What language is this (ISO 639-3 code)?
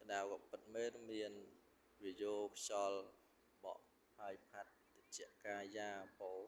khm